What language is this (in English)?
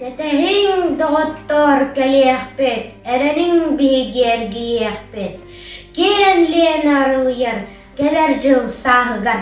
Yakut